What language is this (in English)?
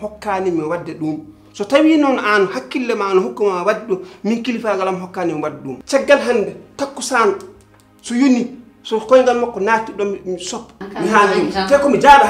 Fula